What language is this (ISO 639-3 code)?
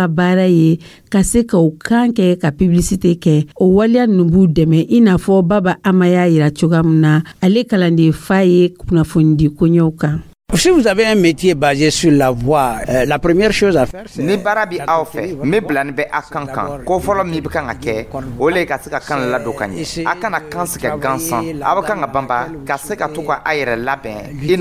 dyu